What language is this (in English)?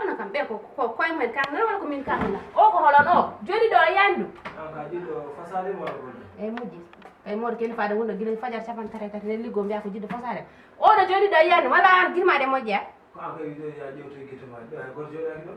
Fula